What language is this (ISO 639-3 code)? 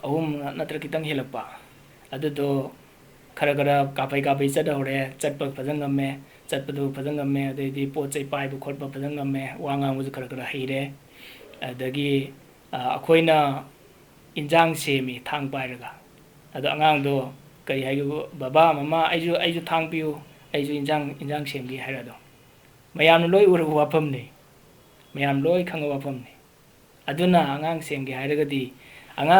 mni